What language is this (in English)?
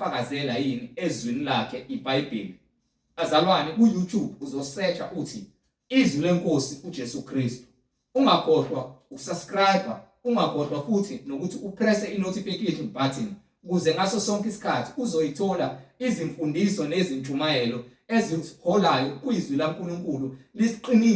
Zulu